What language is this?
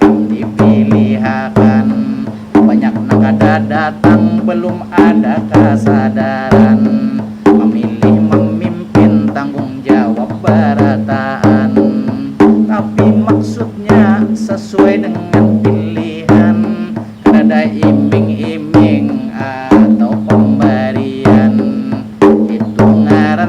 Banjar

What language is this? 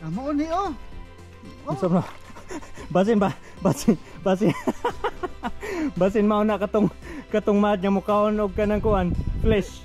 Cebuano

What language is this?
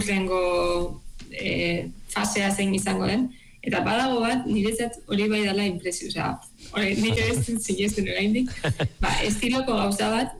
Basque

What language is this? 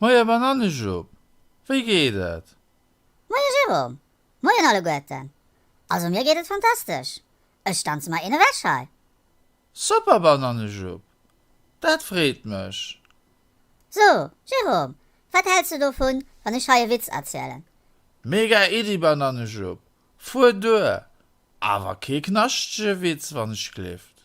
Luxembourgish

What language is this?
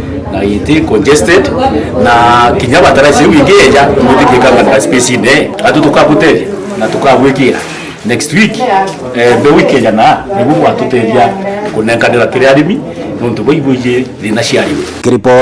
Meru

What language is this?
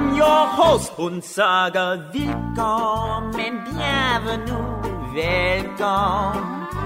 Estonian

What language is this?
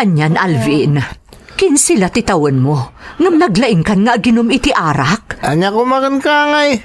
Iloko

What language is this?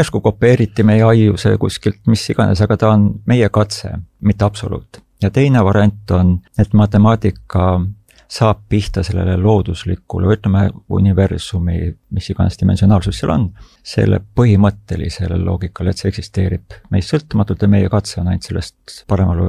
Estonian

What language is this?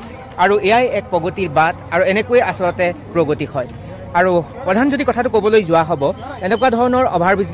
Assamese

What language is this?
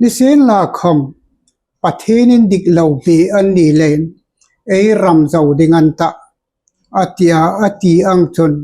Hmar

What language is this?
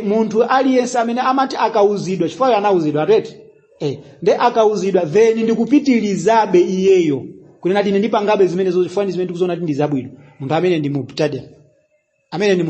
Nyanja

